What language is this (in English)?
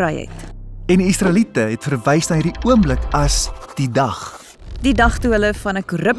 Afrikaans